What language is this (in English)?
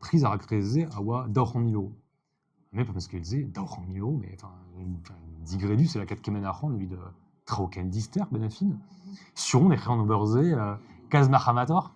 Breton